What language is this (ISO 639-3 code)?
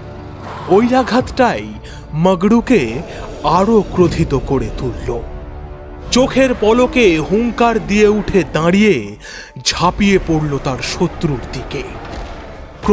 ben